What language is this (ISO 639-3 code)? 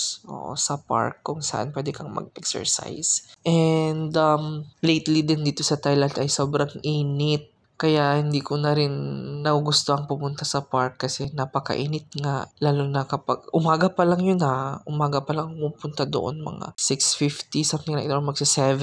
fil